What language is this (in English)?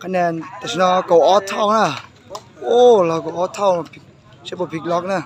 Hmong